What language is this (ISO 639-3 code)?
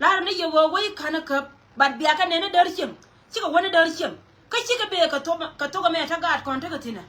nus